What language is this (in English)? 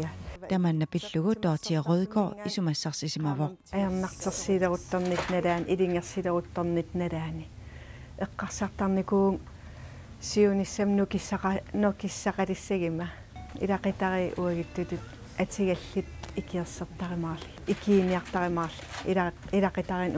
Kalaallisut